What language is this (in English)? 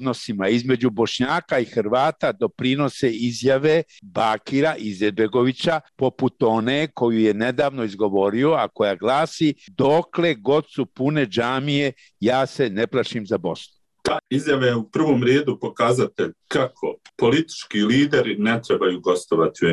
Bosnian